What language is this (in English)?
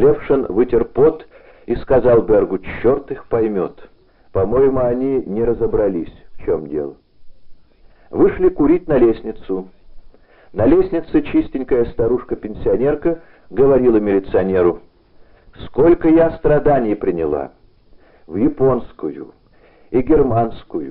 Russian